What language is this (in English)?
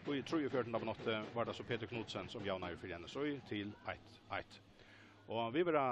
Faroese